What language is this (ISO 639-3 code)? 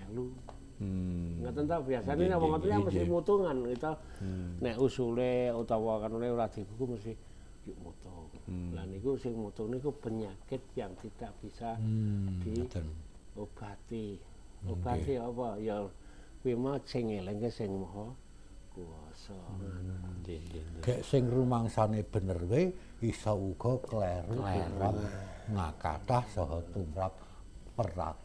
jav